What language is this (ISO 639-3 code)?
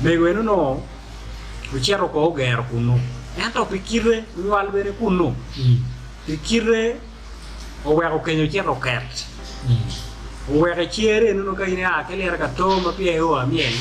ach